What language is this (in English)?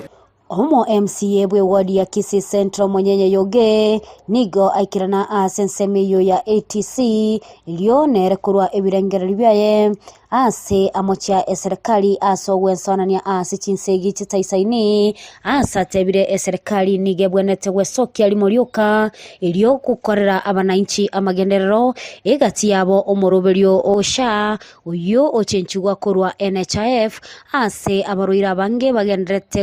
Gusii